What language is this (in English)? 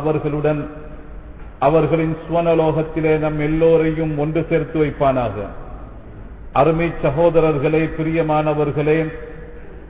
Tamil